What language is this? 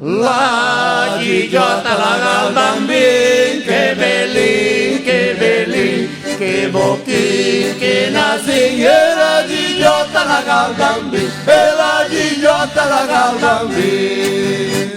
Venetian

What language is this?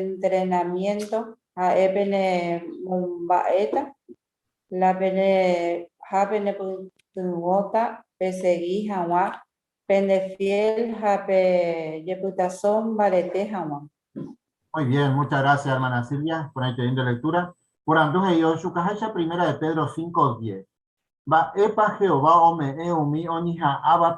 Guarani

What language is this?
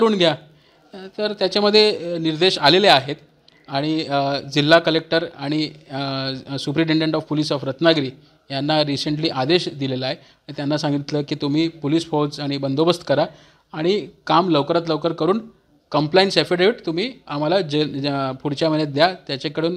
Marathi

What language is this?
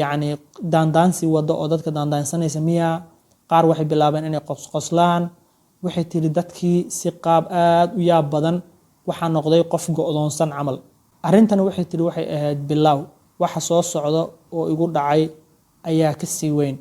Somali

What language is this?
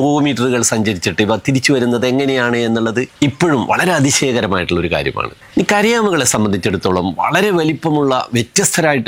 Malayalam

